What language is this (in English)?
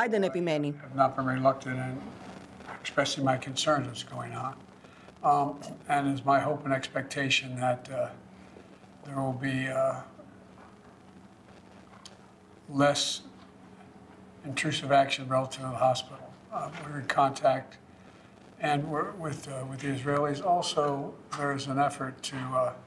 Greek